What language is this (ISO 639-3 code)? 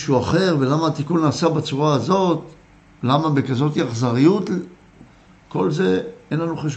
heb